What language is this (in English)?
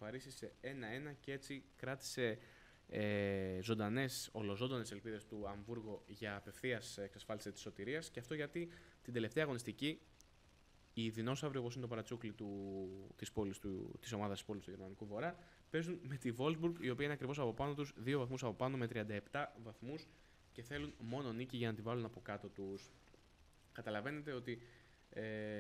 Greek